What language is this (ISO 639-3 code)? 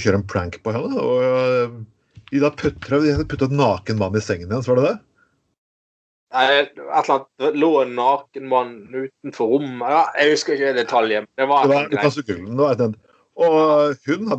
nor